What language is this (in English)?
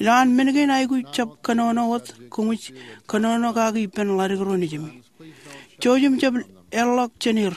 Marshallese